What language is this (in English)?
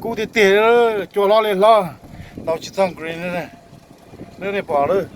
Hmong